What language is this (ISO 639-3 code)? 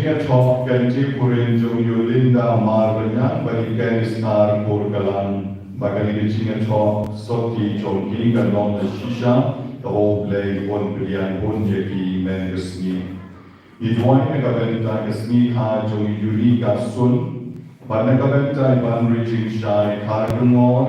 kha